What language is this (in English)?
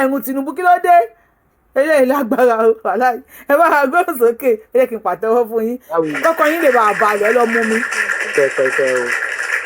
Yoruba